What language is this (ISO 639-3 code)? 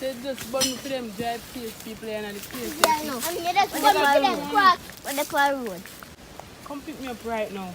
jam